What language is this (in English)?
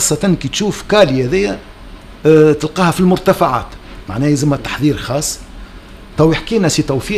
Tunisian Arabic